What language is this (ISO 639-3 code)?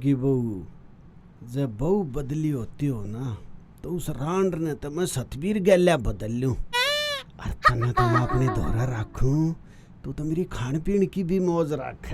bgc